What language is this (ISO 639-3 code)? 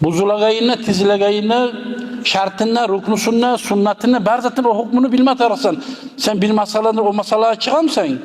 kum